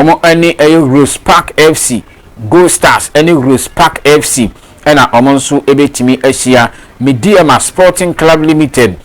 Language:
Akan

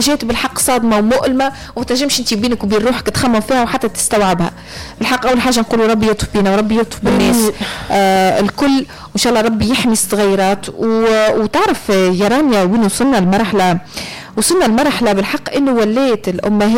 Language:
Tunisian Arabic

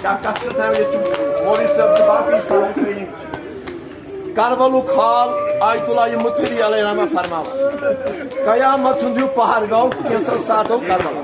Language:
Kashmiri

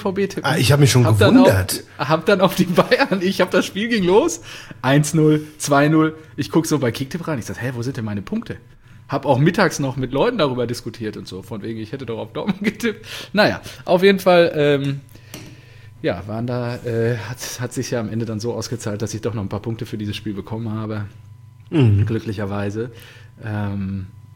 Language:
German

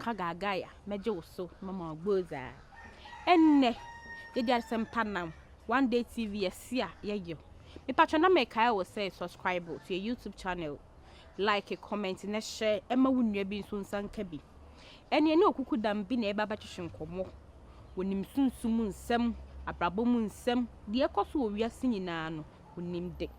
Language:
Akan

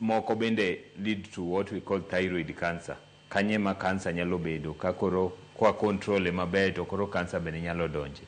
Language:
Luo (Kenya and Tanzania)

